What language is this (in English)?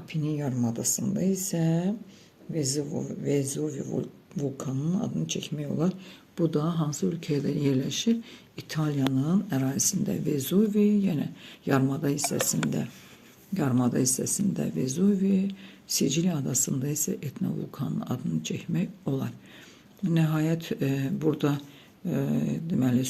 Azerbaijani